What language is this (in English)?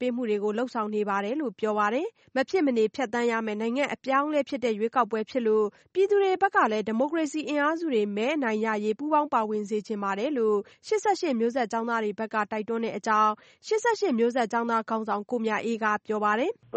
Burmese